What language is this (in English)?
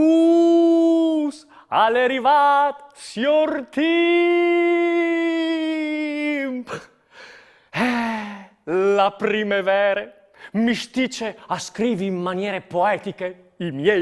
Friulian